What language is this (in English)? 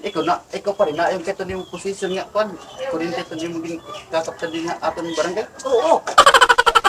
Waray